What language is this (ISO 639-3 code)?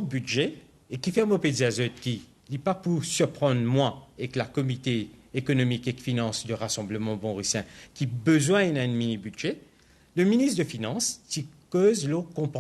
mfe